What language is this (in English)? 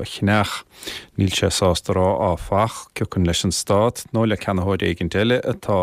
Irish